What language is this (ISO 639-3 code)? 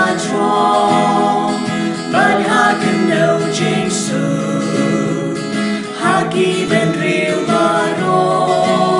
kha